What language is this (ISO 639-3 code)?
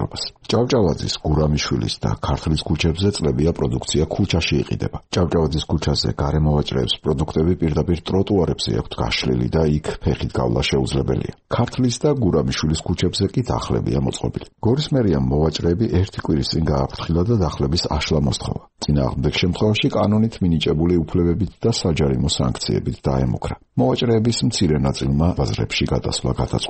kat